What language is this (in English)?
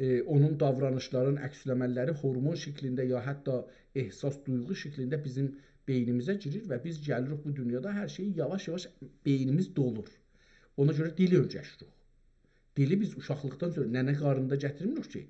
South Azerbaijani